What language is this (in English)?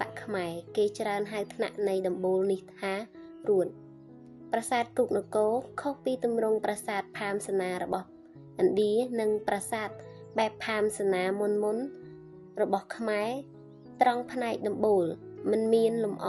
Khmer